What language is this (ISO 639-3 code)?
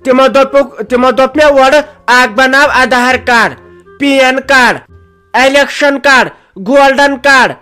kas